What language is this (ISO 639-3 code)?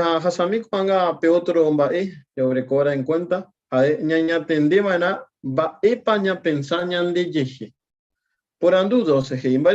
grn